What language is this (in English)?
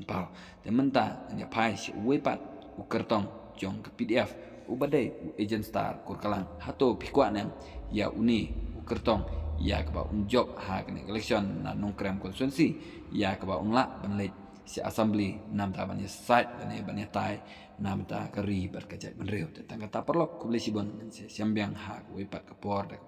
Khasi